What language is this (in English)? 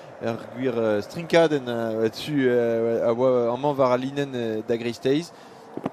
Breton